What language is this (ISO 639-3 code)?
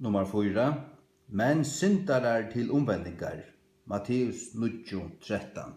fao